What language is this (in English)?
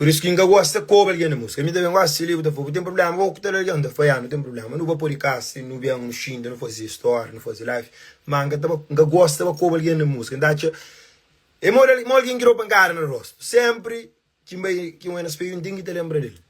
Kabuverdianu